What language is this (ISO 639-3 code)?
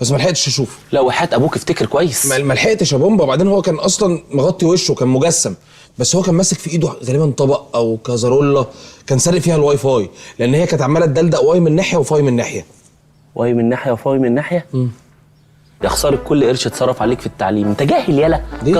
arz